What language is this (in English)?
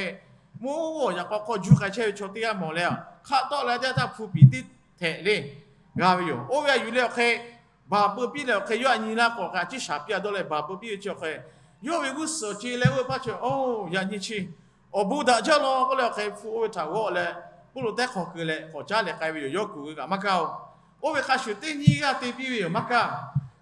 Lahu